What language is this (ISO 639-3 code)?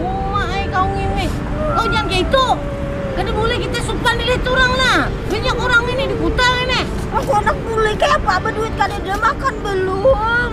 bjn